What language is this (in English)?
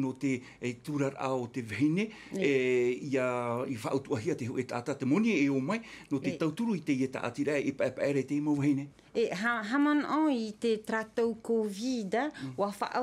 Tahitian